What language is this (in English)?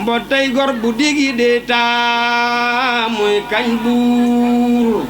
Wolof